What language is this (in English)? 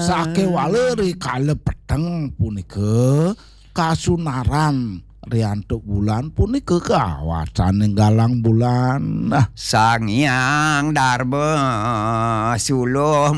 Balinese